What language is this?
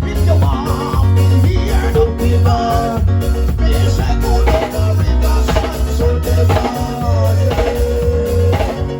Jamaican Creole English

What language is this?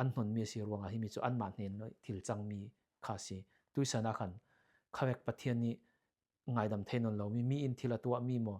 Falam Chin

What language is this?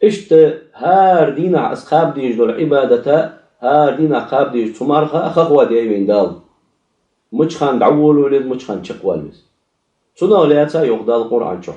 Ingush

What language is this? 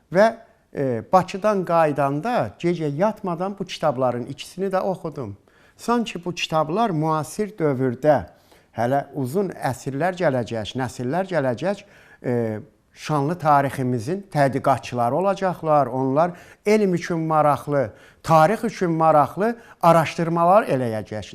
Azerbaijani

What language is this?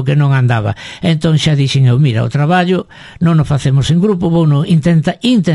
Galician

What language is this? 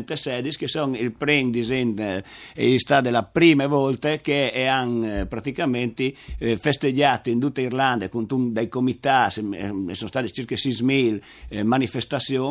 Friulian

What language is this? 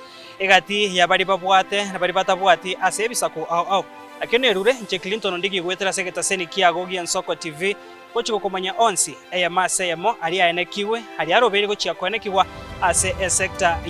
Gusii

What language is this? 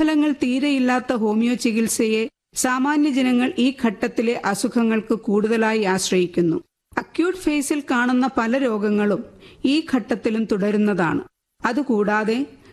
Malayalam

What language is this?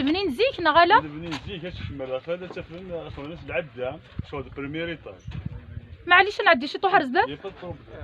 Kabyle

